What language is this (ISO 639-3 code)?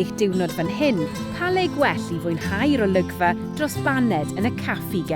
cym